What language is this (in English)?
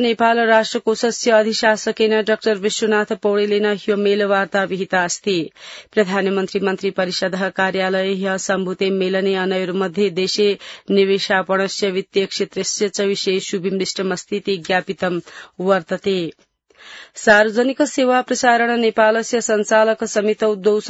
Sanskrit